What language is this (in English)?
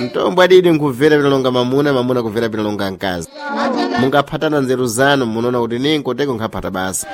Sena